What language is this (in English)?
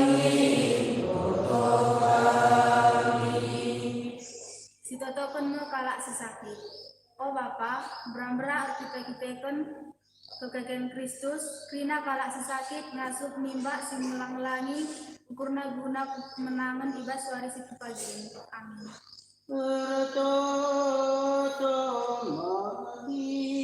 Batak Karo